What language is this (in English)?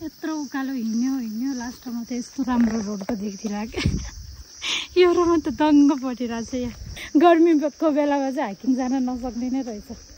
Nepali